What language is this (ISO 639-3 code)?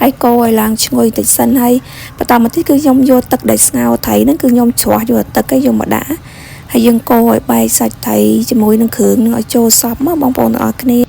khm